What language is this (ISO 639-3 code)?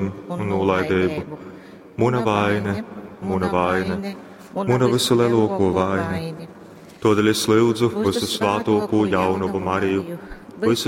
ltg